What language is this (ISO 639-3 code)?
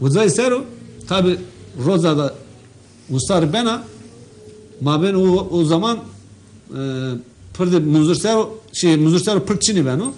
zza